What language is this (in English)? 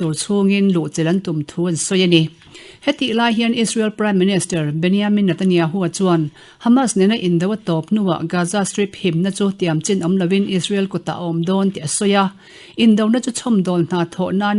Mizo